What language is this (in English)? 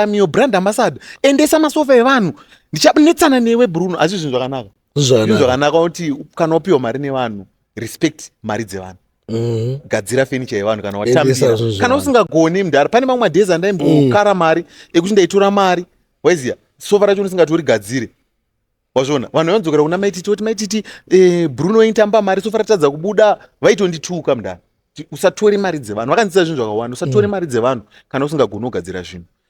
Shona